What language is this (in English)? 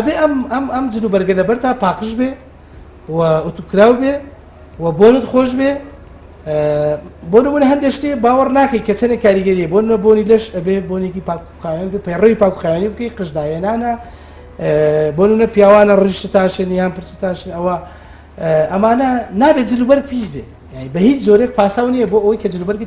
Central Kurdish